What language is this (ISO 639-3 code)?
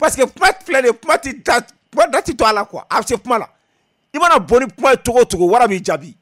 bam